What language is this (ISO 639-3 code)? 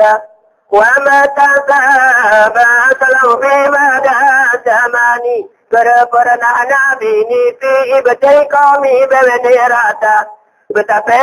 gay